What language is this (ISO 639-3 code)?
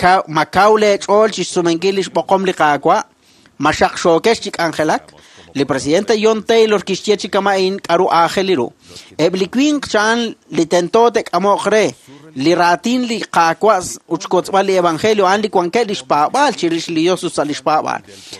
kek